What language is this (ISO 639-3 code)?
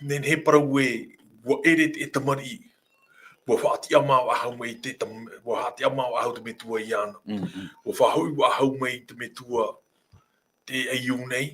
tah